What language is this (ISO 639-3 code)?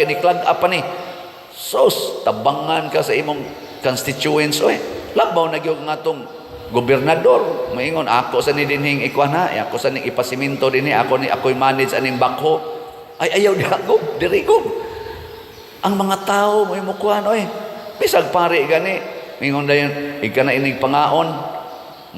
ceb